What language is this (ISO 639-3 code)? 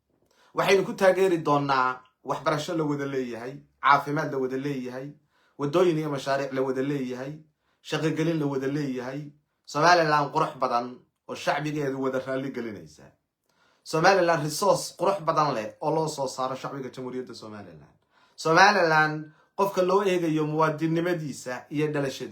som